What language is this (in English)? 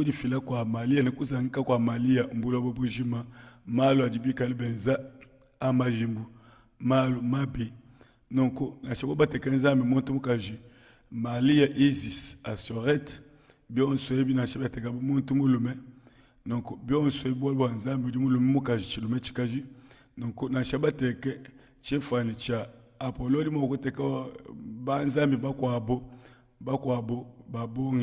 Luba-Lulua